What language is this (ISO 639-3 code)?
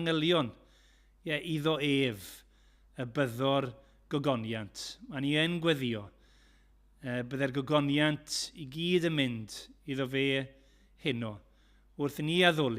cym